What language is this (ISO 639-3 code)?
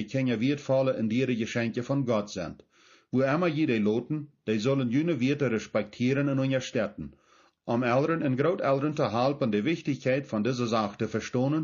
pdt